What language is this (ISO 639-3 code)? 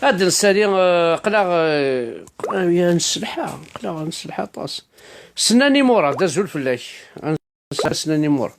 kab